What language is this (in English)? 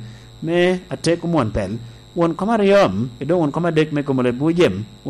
Lango (Uganda)